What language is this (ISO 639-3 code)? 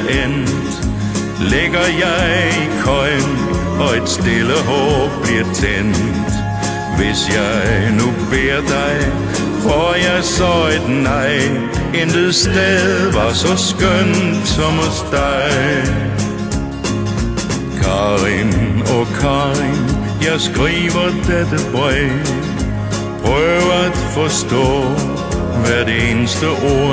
dan